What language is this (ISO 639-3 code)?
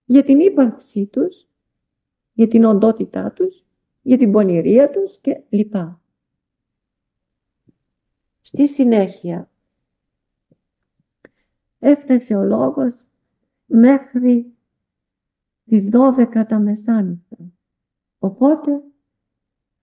ell